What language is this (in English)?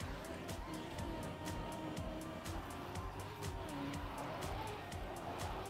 French